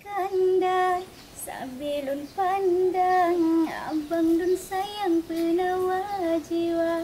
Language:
Achinese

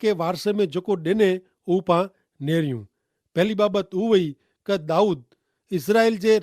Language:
Kachhi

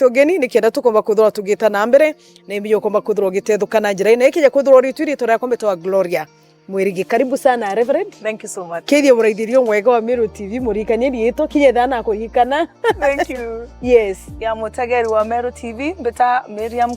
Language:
Meru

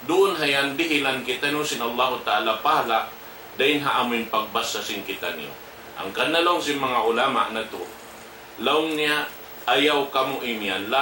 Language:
Tausug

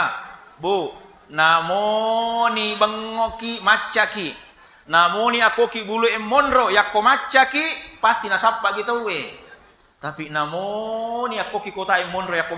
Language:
Buginese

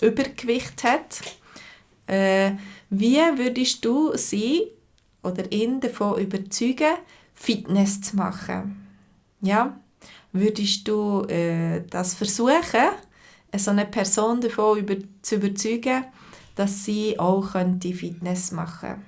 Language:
Swiss German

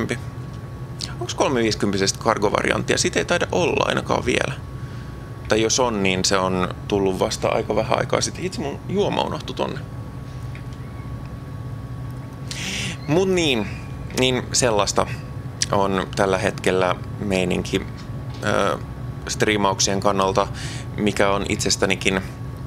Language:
Finnish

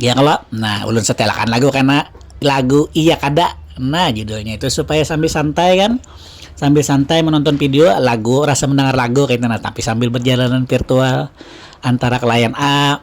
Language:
Banjar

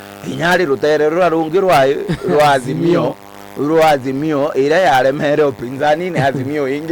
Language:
Meru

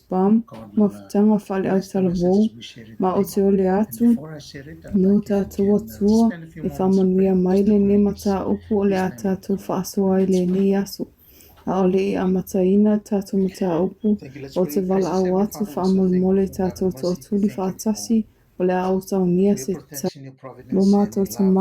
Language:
Samoan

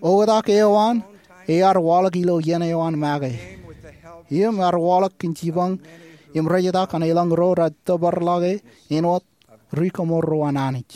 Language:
Marshallese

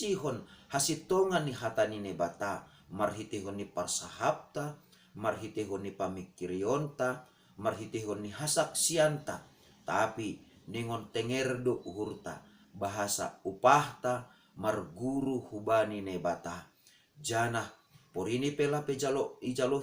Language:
Batak Simalungun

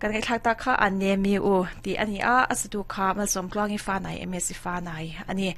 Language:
Mizo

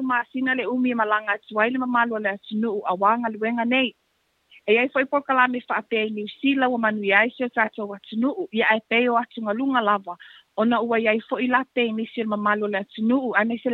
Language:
Samoan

